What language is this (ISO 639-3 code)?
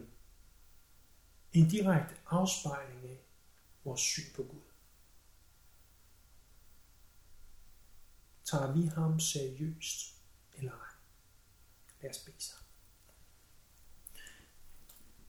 dan